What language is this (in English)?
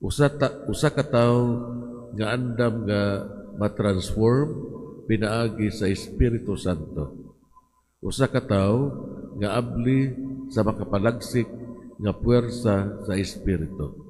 Cebuano